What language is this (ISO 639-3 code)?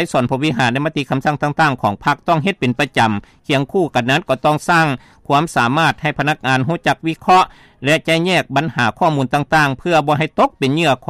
lao